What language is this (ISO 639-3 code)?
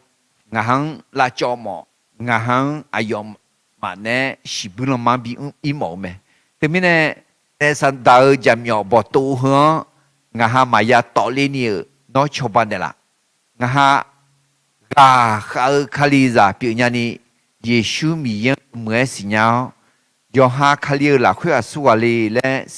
ahk